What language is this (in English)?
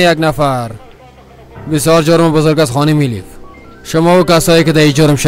Persian